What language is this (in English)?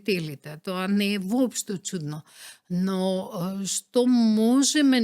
Macedonian